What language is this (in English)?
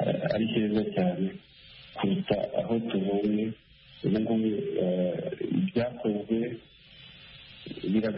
Kinyarwanda